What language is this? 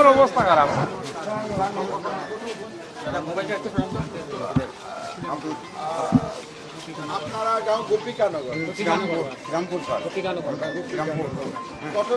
Bangla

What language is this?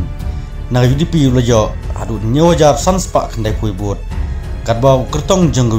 Khasi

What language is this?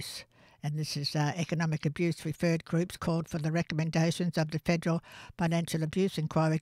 English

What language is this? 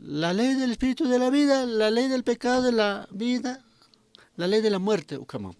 Aymara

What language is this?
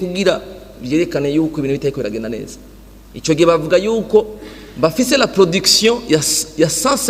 Rundi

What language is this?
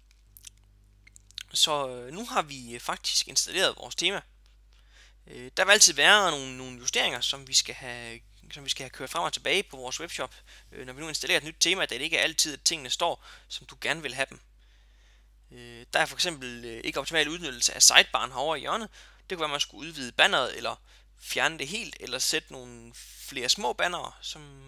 Danish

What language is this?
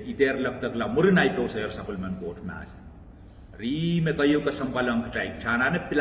Pohnpeian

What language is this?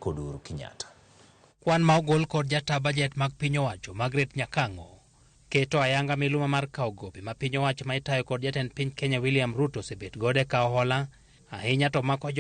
Luo (Kenya and Tanzania)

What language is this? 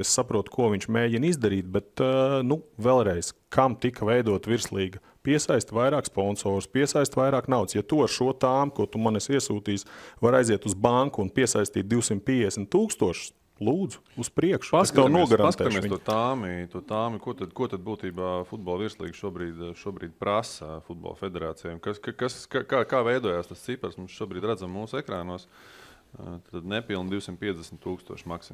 Latvian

